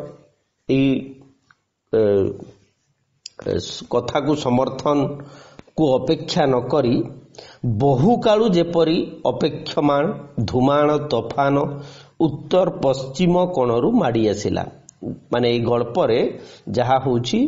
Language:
Odia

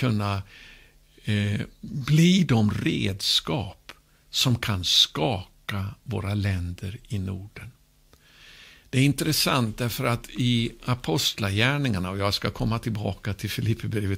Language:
Swedish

